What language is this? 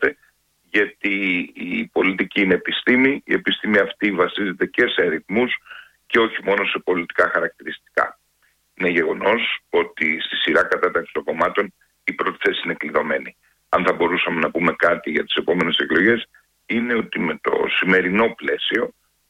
Greek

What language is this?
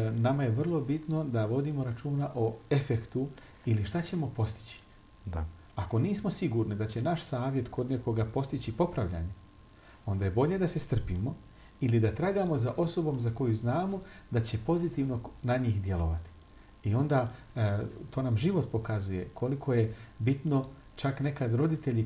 Bosnian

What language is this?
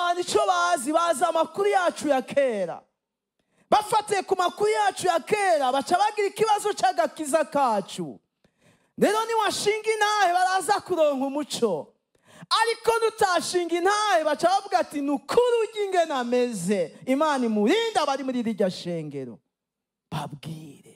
Rundi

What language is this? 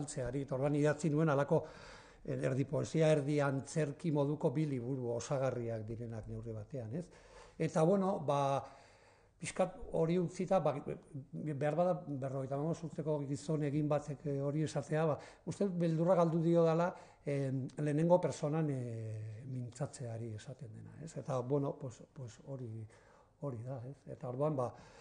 Basque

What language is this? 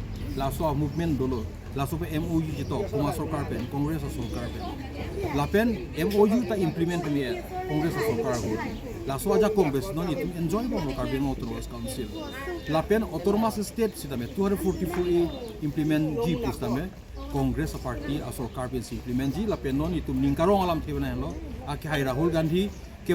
Karbi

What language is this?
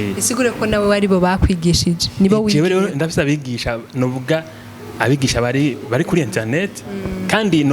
Rundi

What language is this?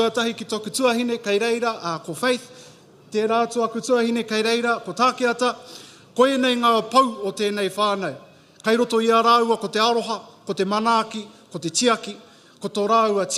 Māori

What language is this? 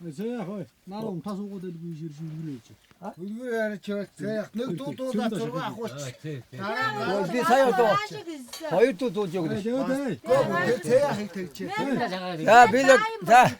Tuvinian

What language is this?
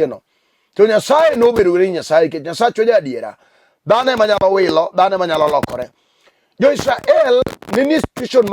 Luo (Kenya and Tanzania)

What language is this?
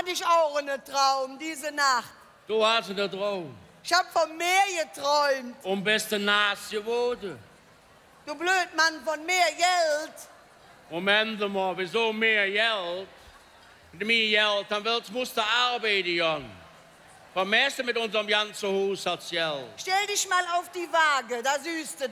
Colognian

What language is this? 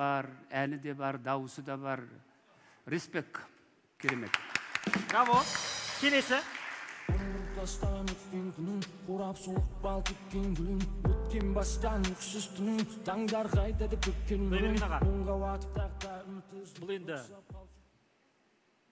Kazakh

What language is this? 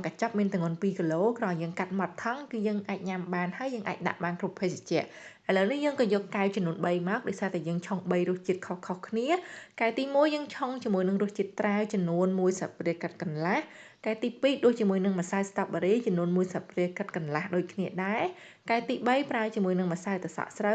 Khmer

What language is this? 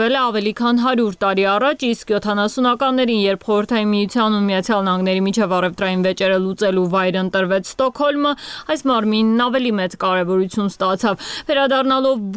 Armenian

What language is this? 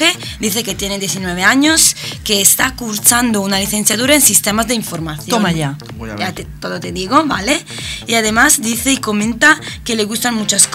Spanish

